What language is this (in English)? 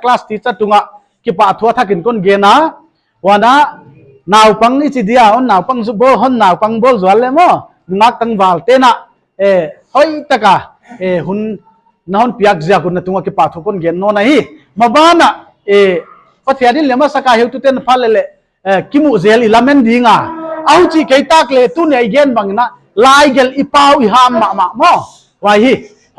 Paite Chin